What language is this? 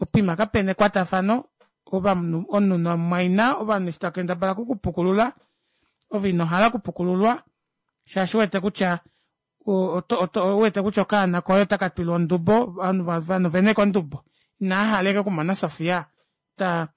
Kuanyama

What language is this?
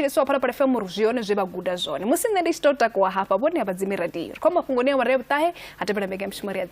Venda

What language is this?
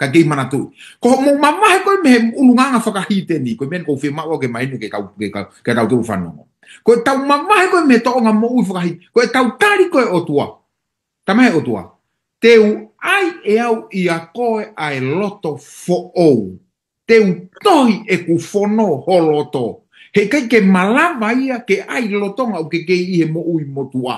Tongan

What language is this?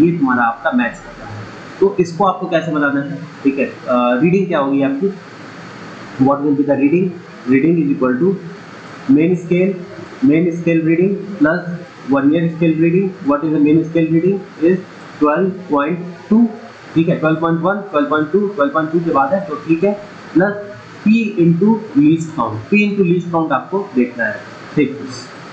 Hindi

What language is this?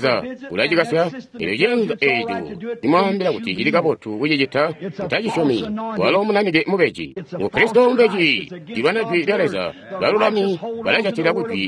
Tonga (Zambia)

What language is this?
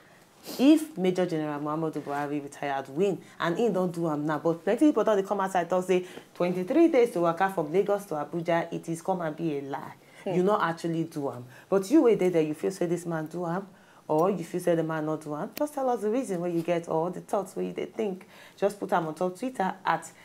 Nigerian Pidgin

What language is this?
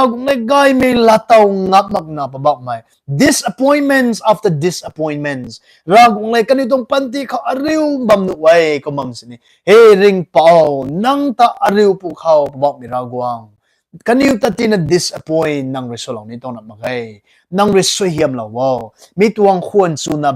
Rongmei Naga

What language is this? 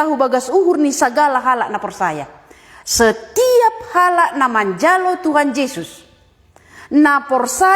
Batak Simalungun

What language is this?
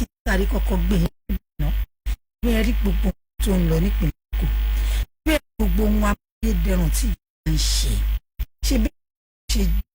Yoruba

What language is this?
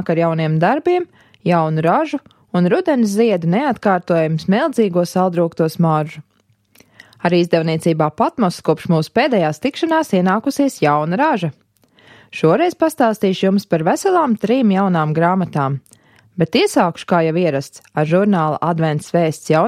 Latvian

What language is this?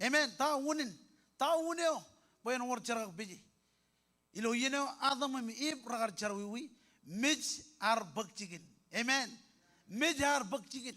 Marshallese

